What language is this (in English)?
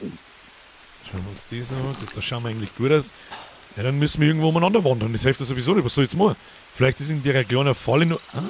Bavarian